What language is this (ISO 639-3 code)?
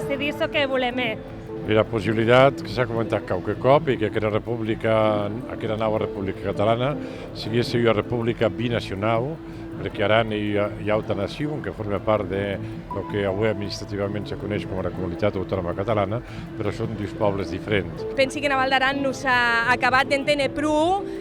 oci